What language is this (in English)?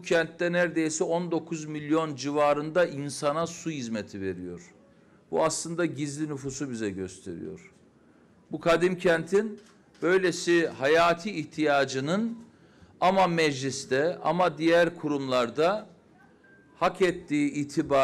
Turkish